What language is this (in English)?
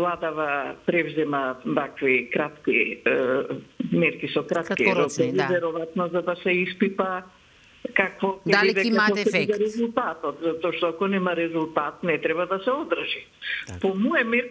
Macedonian